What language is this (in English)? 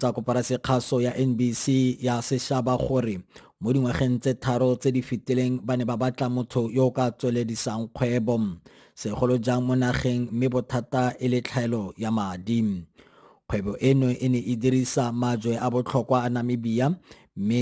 Tswana